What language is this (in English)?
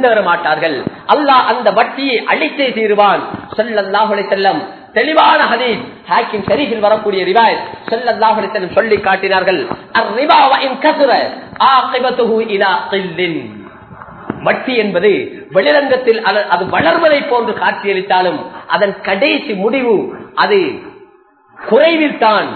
Tamil